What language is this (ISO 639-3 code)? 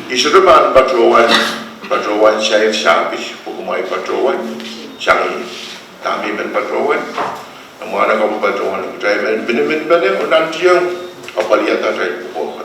pon